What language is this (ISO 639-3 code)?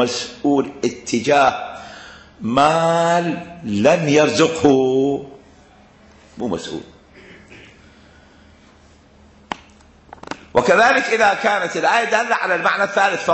ara